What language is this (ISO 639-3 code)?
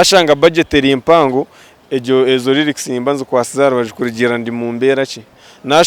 nyn